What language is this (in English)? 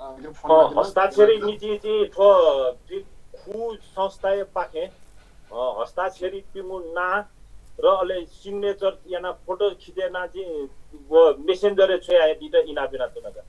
Newari